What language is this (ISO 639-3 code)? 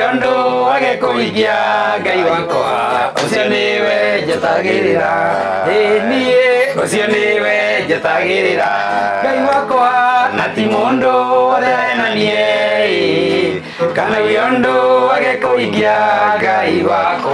kik